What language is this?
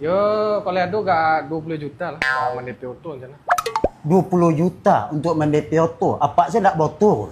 Minangkabau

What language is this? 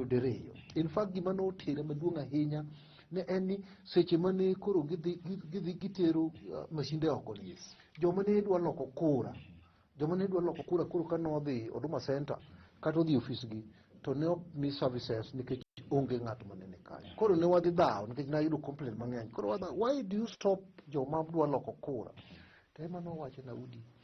Luo (Kenya and Tanzania)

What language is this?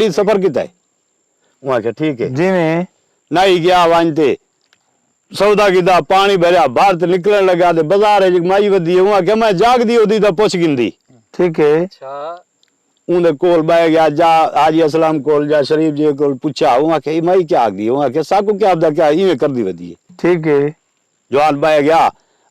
Saraiki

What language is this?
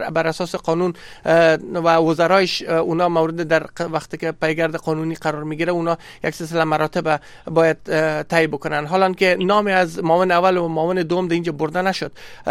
Persian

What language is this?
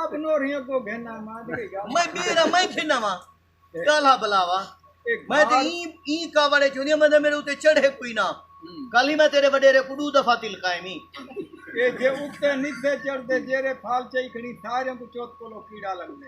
Saraiki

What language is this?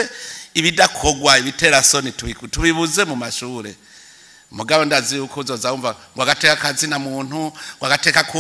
Rundi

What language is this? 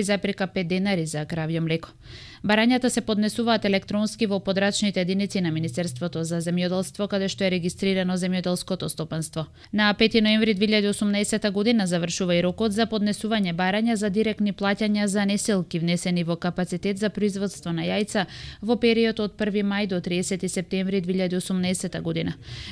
Macedonian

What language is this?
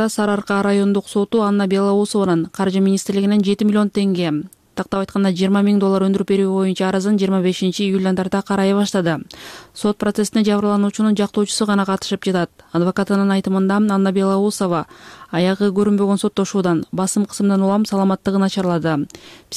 Kyrgyz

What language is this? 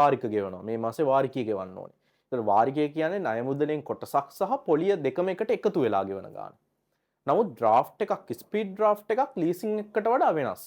Sinhala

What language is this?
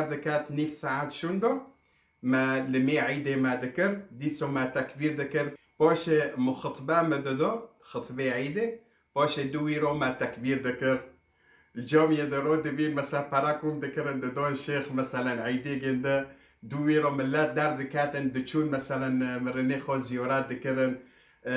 Kurdish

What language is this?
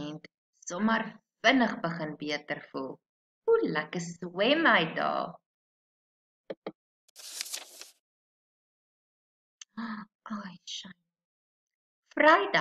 Afrikaans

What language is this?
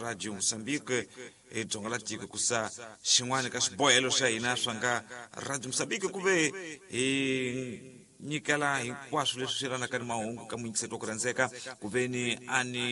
Tsonga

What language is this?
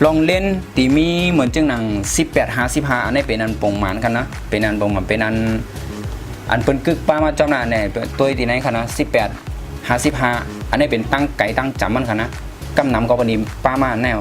Shan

